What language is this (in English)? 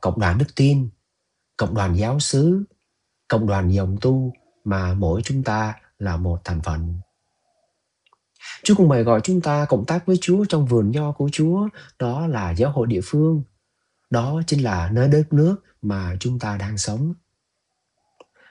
Vietnamese